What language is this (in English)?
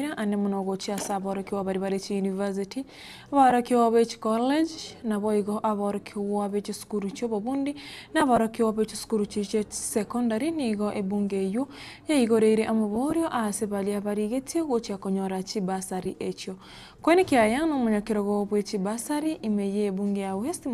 Gusii